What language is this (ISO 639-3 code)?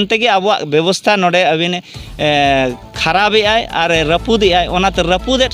sat